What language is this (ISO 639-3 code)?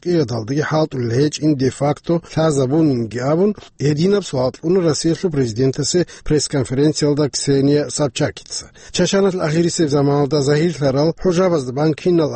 ava